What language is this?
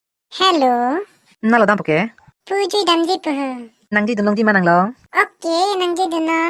Karbi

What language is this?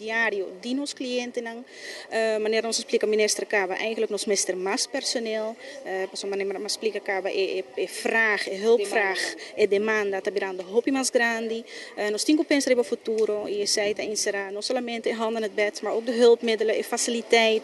Papiamento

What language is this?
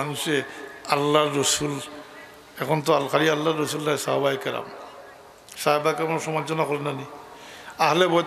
Sylheti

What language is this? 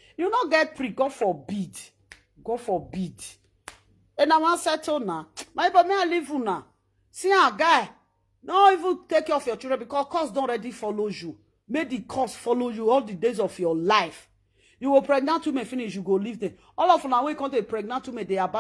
Nigerian Pidgin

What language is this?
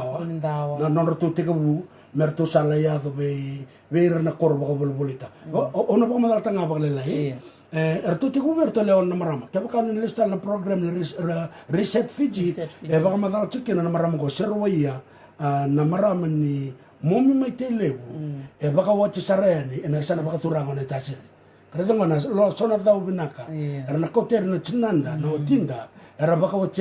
Fijian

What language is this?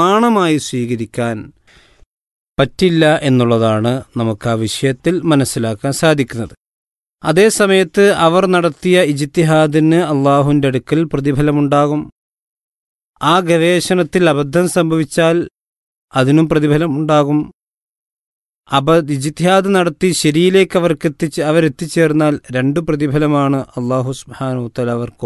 Malayalam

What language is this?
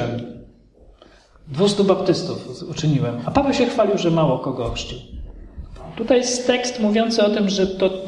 Polish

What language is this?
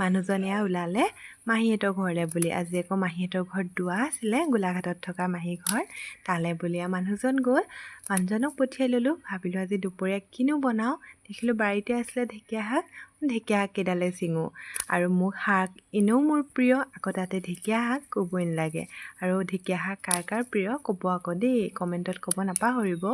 Assamese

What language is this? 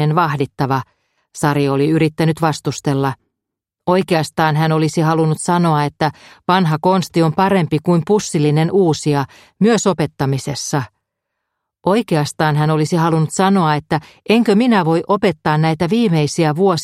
Finnish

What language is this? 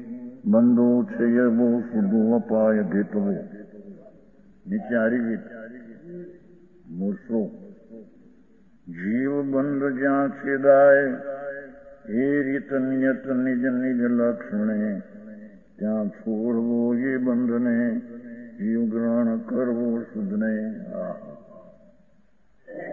Gujarati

